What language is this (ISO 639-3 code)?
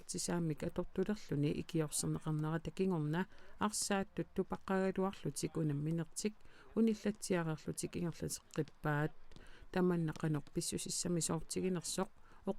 kal